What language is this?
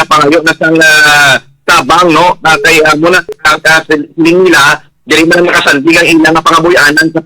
Hiligaynon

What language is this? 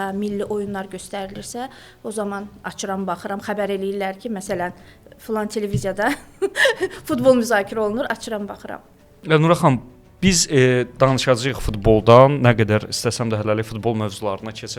Azerbaijani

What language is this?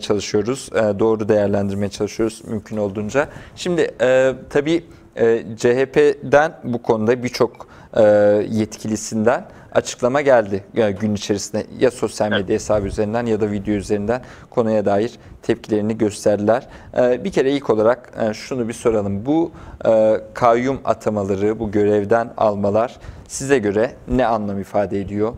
Turkish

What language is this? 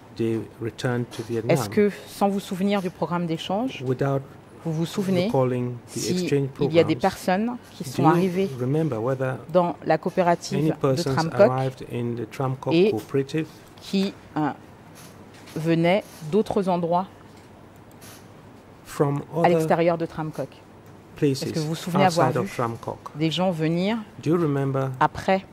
French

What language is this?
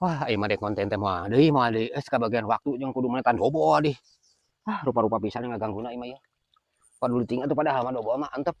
Sundanese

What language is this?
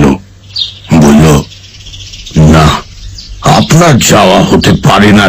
Bangla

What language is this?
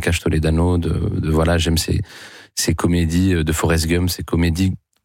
French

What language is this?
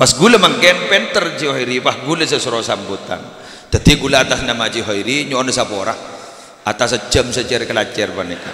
Madurese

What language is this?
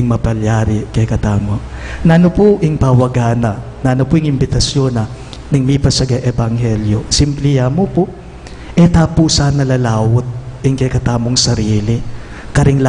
Pampanga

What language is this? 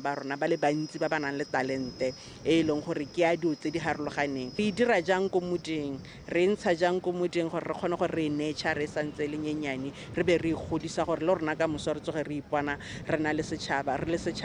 Tswana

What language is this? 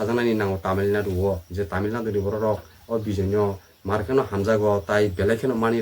Kok Borok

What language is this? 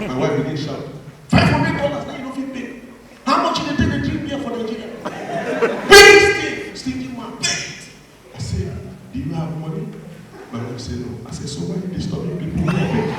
Nigerian Pidgin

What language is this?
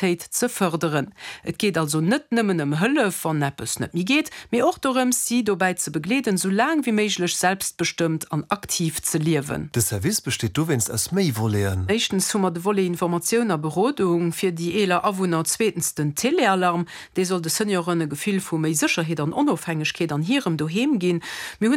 Luxembourgish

